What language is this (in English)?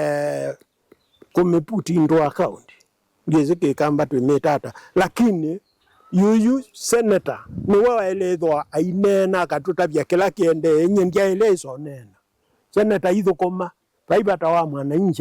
Kamba